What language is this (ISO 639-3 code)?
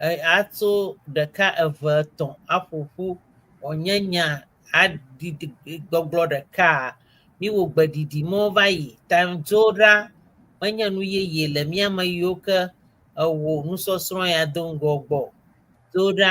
ewe